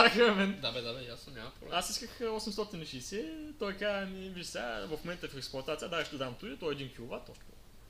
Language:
Bulgarian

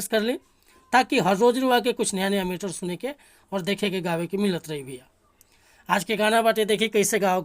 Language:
Bhojpuri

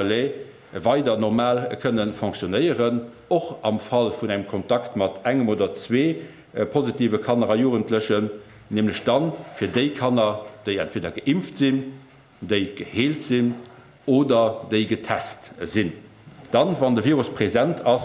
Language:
Luxembourgish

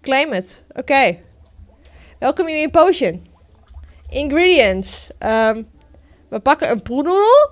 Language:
Western Frisian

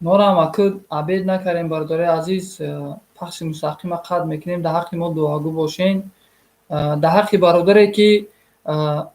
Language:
Tajik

